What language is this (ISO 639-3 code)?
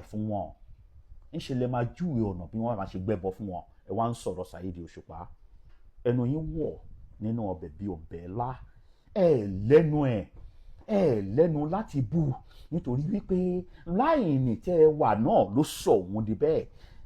yor